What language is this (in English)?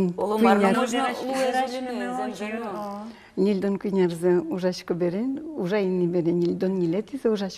Udmurt